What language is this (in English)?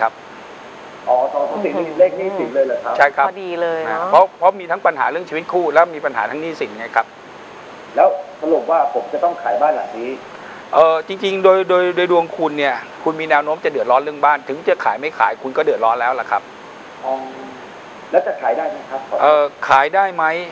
Thai